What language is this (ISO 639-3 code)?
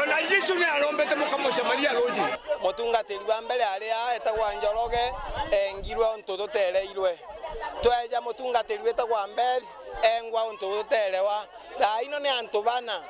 mer